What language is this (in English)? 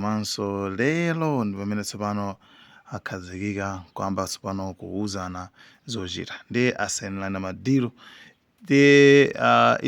Nyanja